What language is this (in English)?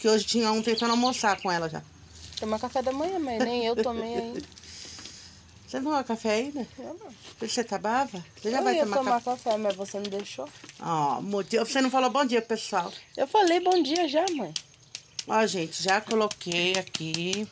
Portuguese